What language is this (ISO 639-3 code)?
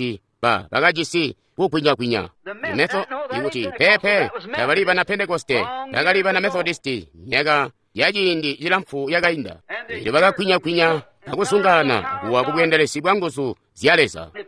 toi